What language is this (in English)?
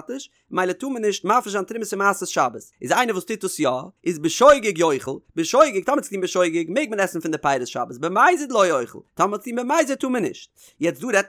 Yiddish